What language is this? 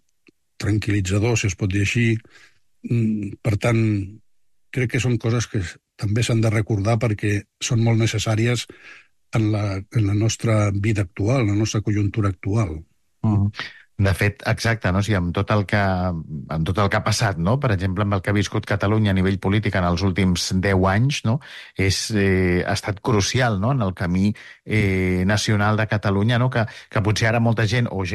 Catalan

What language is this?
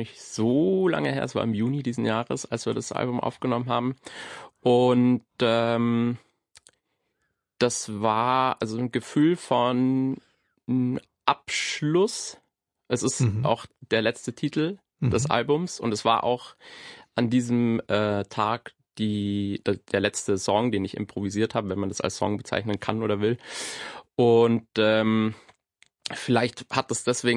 German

